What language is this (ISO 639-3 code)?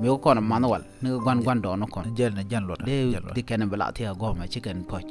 nus